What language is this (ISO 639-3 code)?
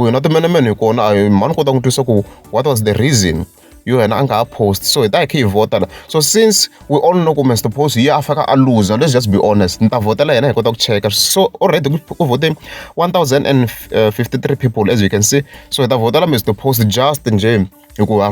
tso